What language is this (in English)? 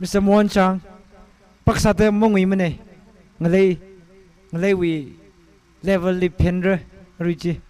Tangkhul Naga (India)